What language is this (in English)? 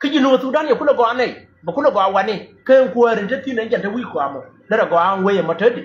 Nuer